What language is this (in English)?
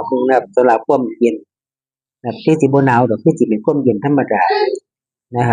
Northeastern Thai